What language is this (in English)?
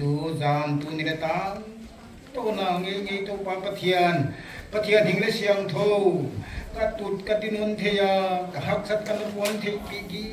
Paite Chin